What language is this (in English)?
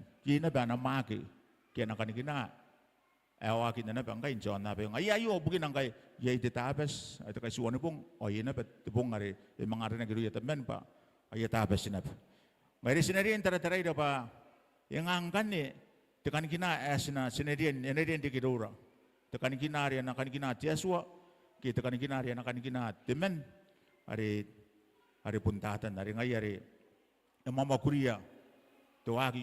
Gilbertese